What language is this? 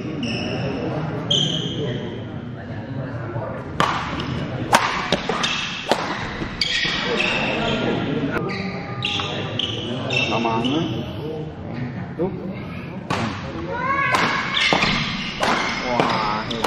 Indonesian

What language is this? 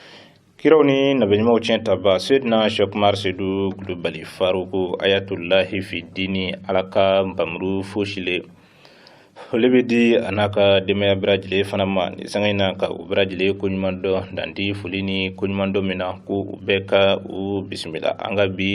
Bambara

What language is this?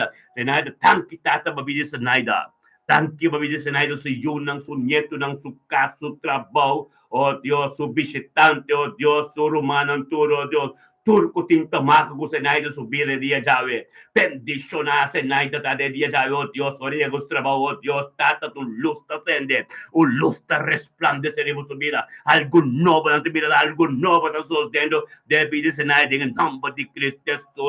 Papiamento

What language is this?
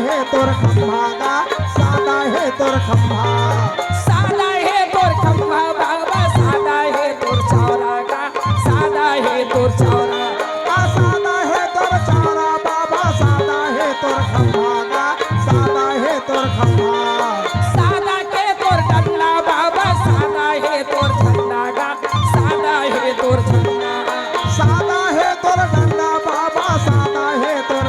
Chhattisgarhi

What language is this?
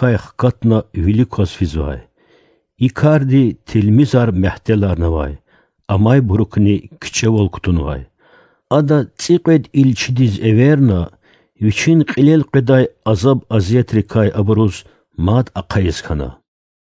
Lezghian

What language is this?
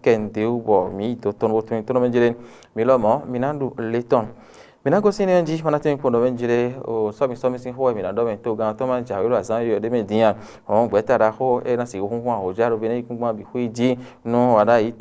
Fon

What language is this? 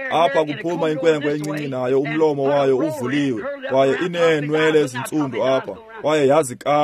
Xhosa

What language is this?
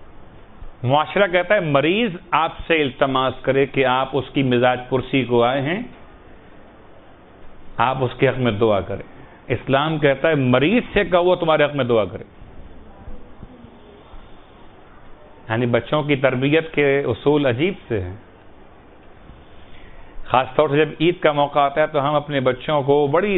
Urdu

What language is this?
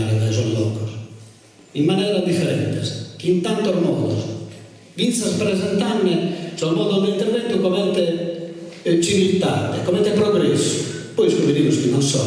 Sardinian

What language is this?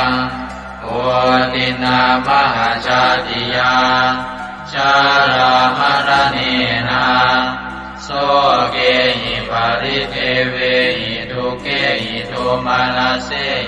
Pali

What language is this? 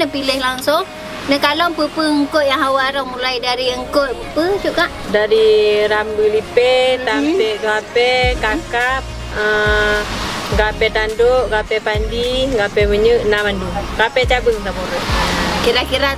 Achinese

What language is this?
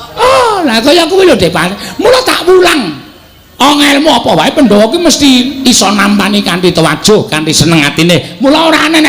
Javanese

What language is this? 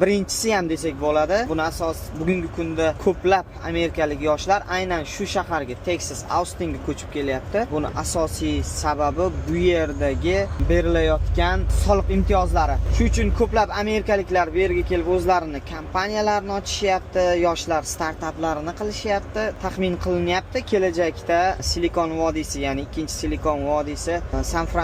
Uzbek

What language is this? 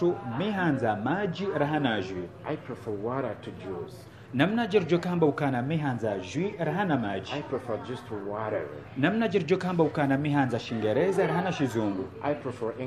Ngazidja Comorian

